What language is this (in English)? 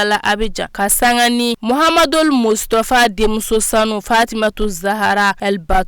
Bambara